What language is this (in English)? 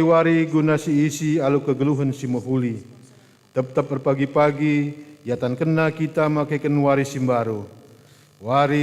Batak Karo